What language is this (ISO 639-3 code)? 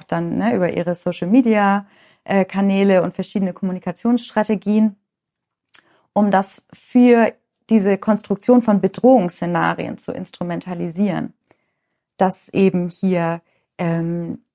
deu